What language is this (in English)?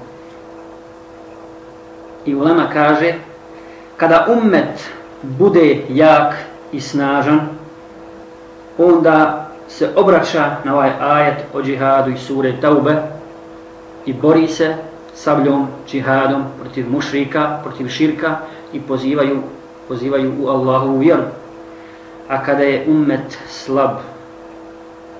Bosnian